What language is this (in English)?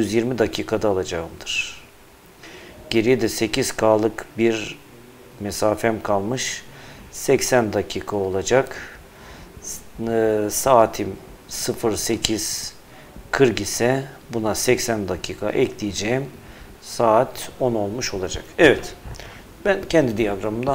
Turkish